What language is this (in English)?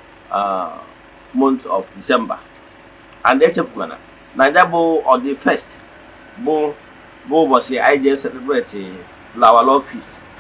Igbo